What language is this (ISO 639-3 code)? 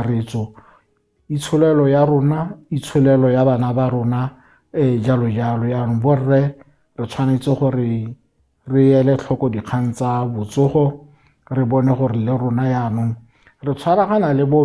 tsn